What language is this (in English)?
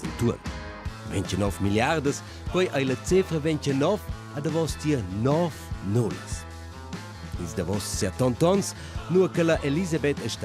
Romansh